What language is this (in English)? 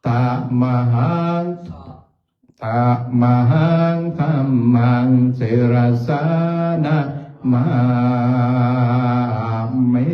Pali